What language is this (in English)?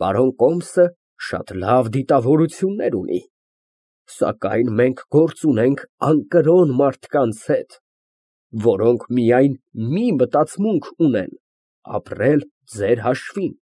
Armenian